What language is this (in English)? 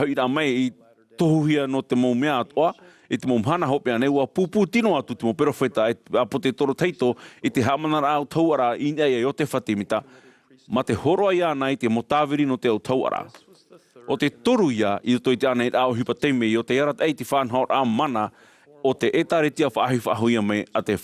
Tahitian